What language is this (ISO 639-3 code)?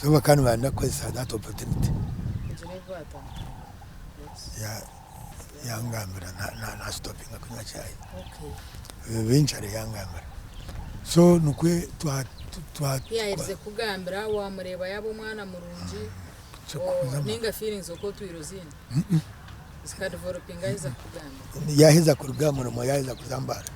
nyn